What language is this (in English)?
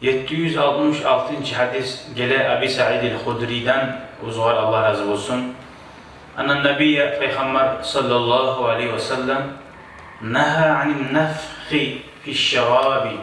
Kumyk